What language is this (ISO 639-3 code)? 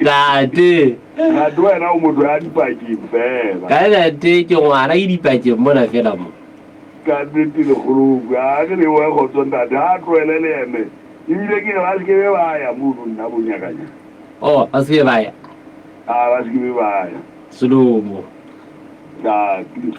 sot